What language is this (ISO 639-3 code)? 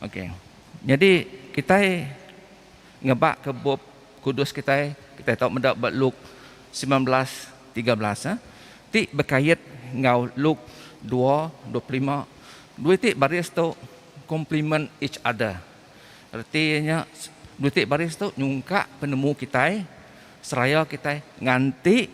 iba